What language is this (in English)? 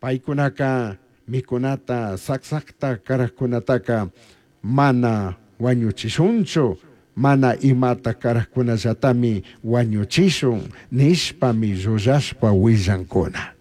Chimborazo Highland Quichua